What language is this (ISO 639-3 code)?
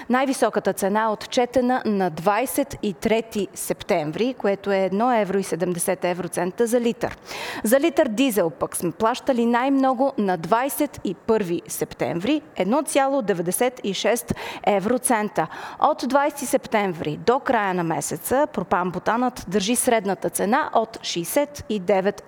bul